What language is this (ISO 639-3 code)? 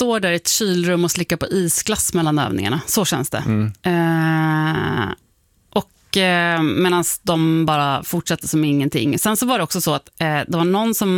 swe